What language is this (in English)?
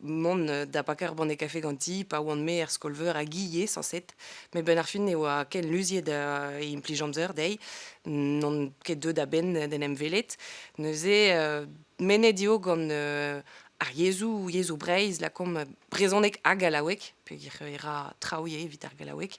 Breton